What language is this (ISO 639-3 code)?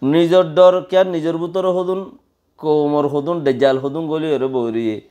rhg